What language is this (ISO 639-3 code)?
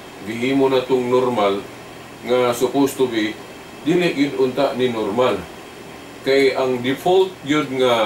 ceb